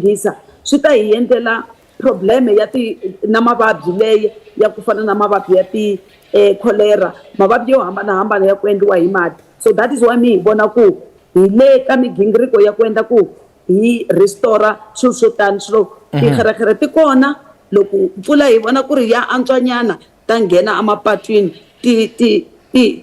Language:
Tsonga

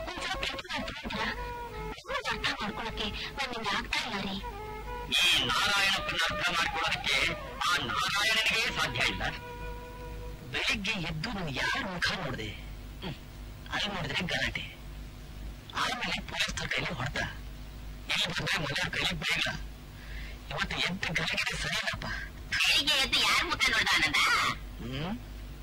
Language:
Kannada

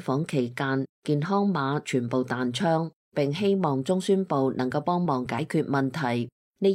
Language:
Cantonese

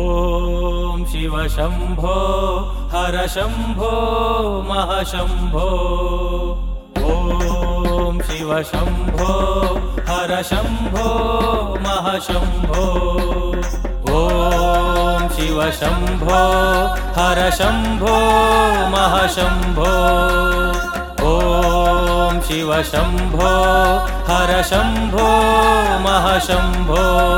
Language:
Kannada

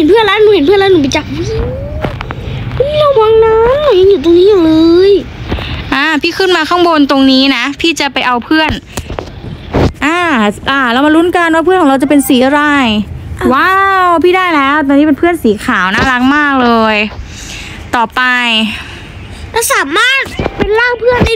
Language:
Thai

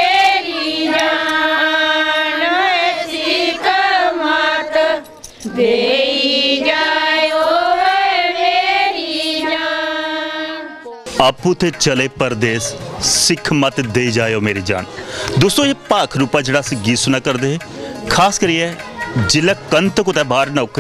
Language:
Dogri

